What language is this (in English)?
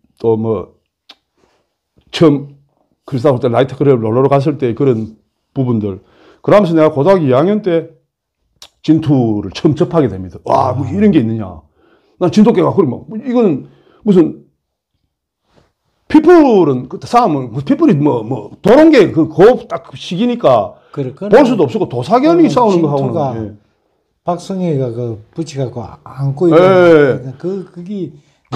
Korean